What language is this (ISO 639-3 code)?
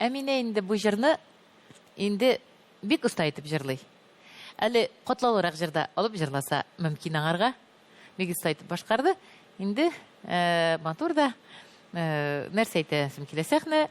tat